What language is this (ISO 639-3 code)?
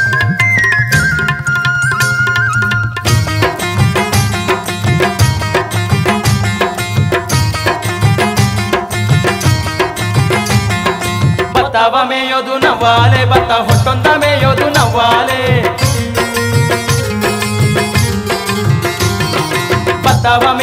kan